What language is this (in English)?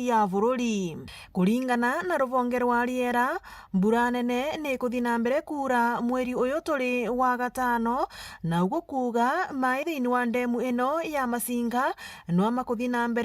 Meru